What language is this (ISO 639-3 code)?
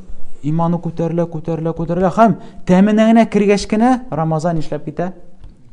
tat